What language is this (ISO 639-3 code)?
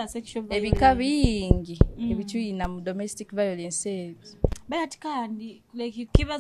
nyo